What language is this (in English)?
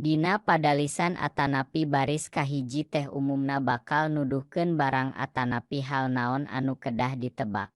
Sundanese